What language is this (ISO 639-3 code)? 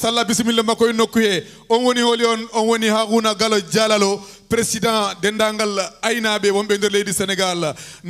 ful